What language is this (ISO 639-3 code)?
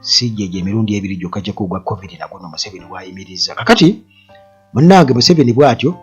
lug